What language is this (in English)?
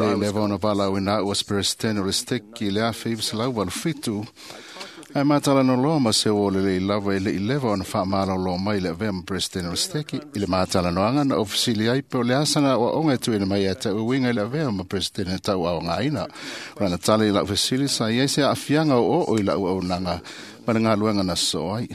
Samoan